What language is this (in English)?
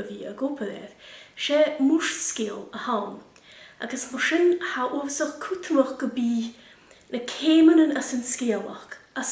Scottish Gaelic